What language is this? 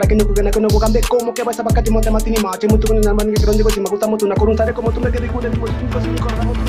Gusii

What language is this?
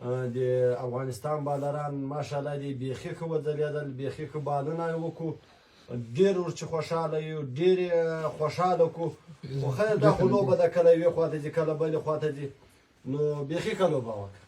Pashto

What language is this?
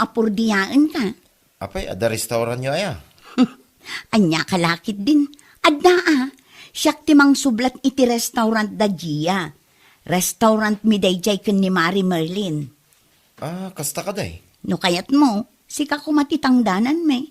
Iloko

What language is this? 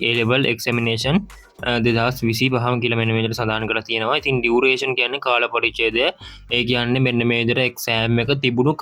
Sinhala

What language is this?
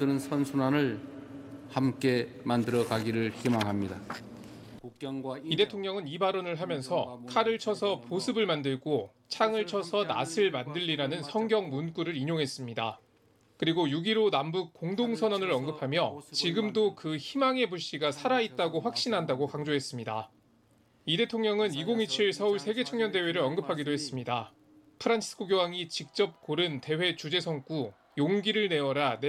Korean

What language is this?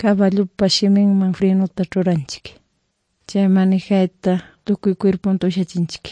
Quechua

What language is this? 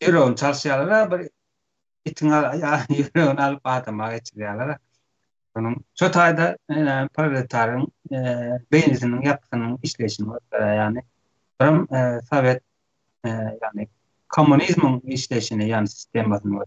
Turkmen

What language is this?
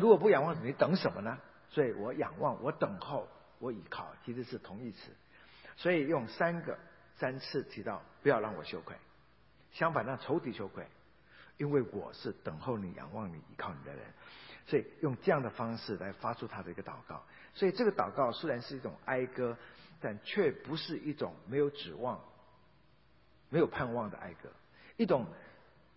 Chinese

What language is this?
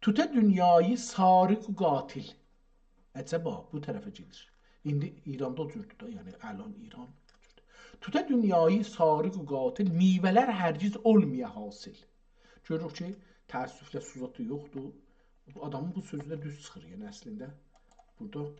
South Azerbaijani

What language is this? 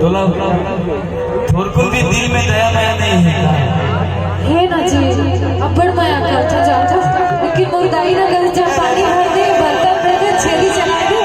Chhattisgarhi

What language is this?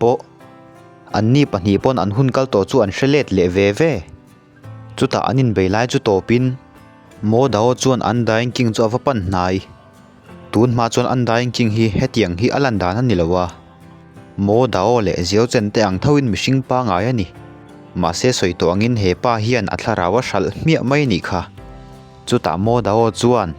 Mizo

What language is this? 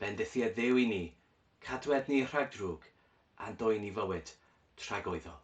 Welsh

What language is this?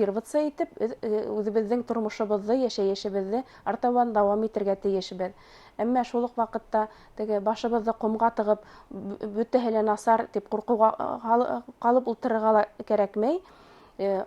Bashkir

